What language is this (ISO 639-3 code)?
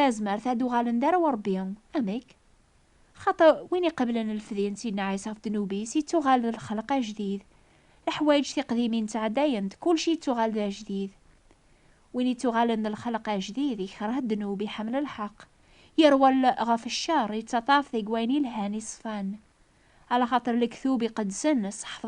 kab